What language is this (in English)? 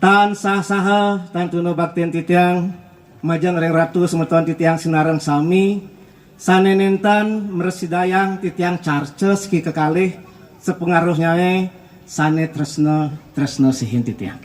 Balinese